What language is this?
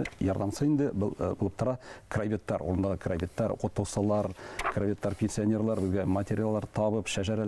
Bashkir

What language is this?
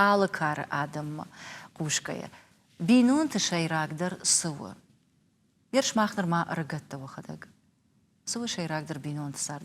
Ossetic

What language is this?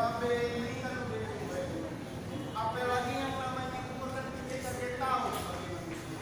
Betawi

